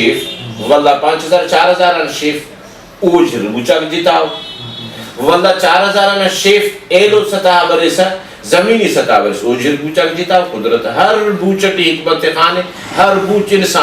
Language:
Brahui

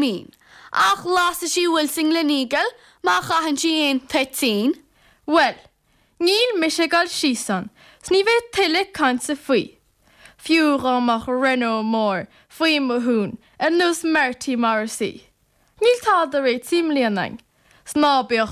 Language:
Irish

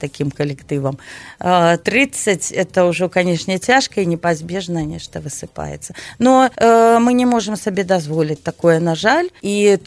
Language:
Belarusian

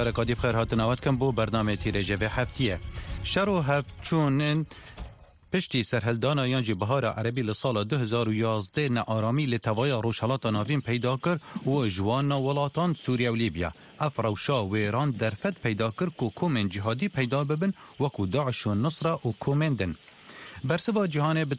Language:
Kurdish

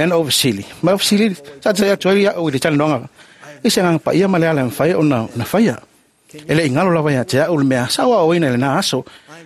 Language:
Samoan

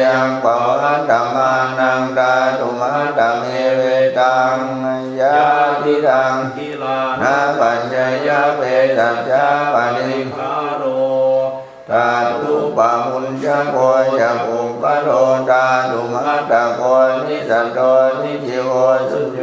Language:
Pali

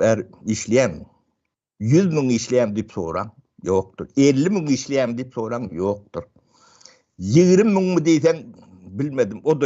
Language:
Turkmen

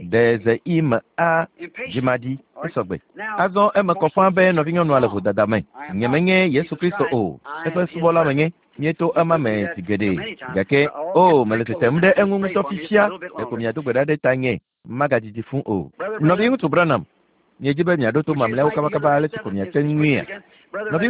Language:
Ewe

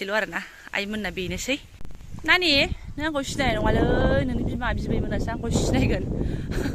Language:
Bodo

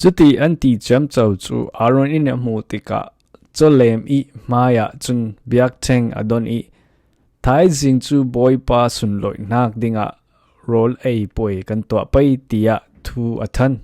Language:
Falam Chin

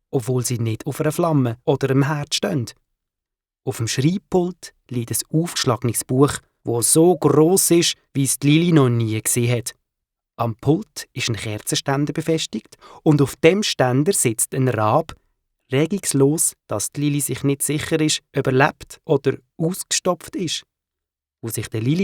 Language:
Swiss German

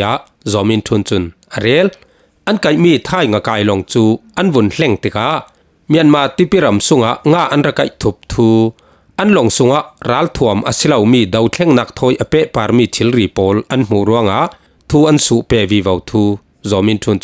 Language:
Falam Chin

